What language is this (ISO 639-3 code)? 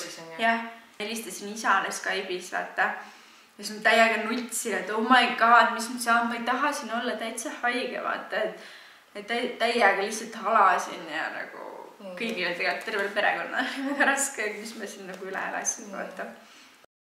est